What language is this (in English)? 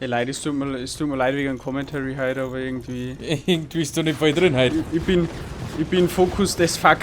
Bavarian